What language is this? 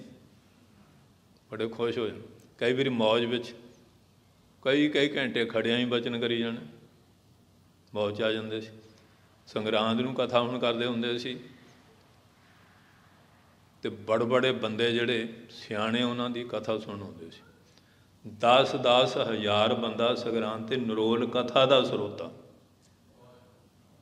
Punjabi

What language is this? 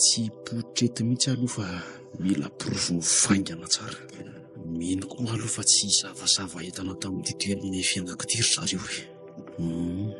Malagasy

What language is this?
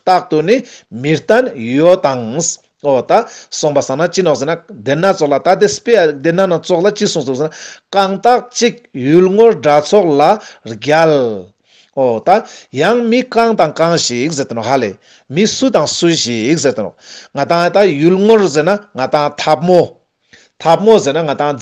Ladakhi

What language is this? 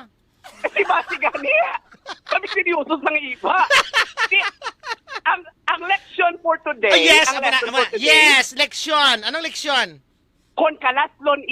Hiligaynon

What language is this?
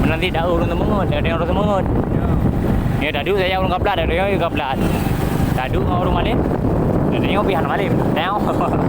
Achinese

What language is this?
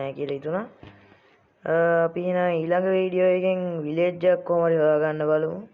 Sinhala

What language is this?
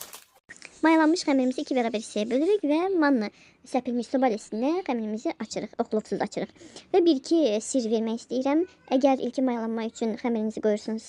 Azerbaijani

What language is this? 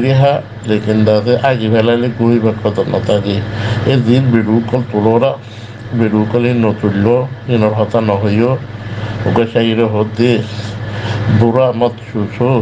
Rohingya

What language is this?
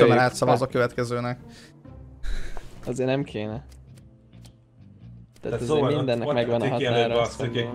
Hungarian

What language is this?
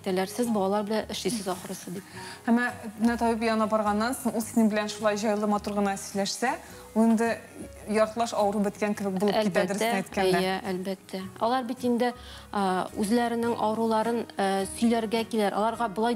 Tatar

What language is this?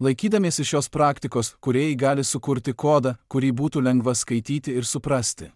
Lithuanian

